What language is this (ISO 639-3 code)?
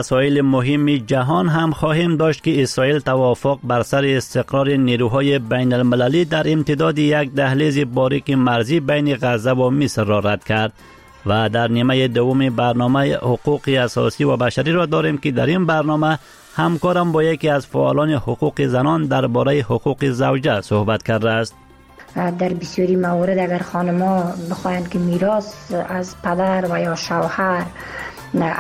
fas